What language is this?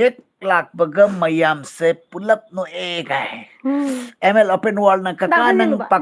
Manipuri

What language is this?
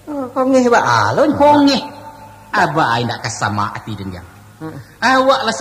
Minangkabau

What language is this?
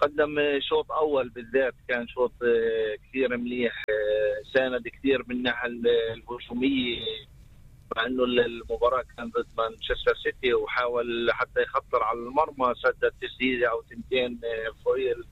North Levantine Arabic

